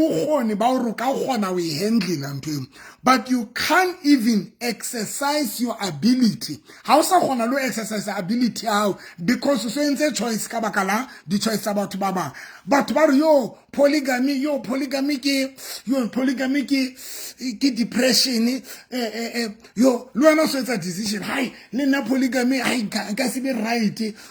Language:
Southern Sotho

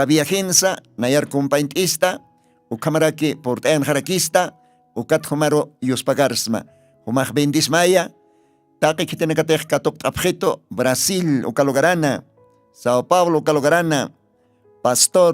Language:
Aymara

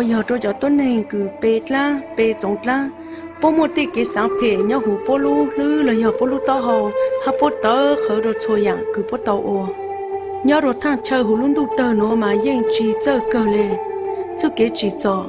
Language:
Hmong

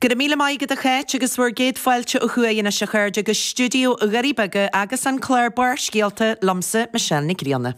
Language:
Irish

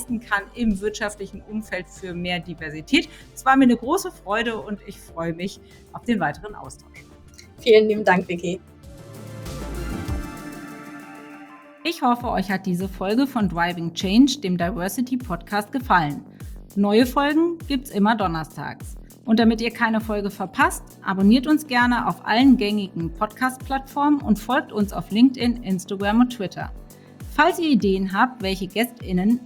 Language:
German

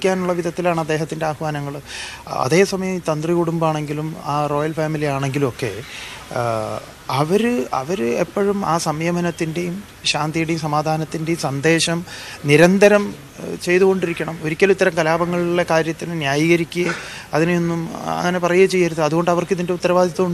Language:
Malayalam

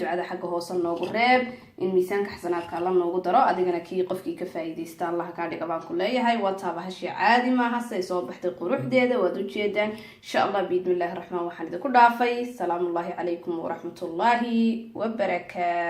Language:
Somali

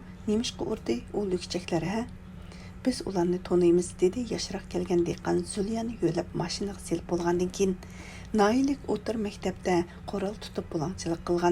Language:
Uyghur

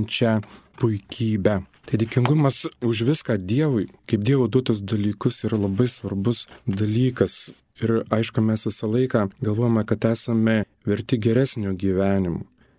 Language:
Lithuanian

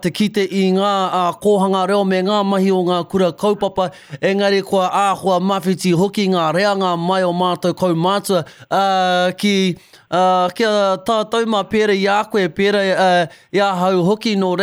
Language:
Māori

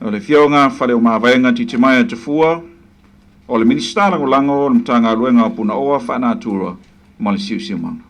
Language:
Samoan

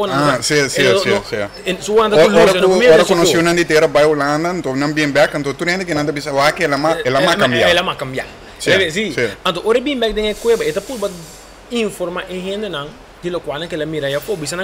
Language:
Papiamento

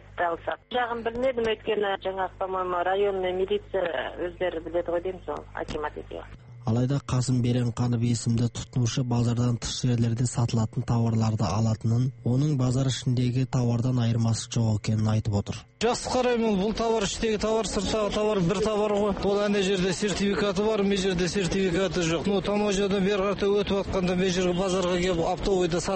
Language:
Kazakh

